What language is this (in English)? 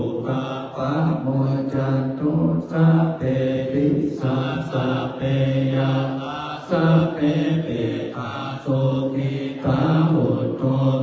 Pali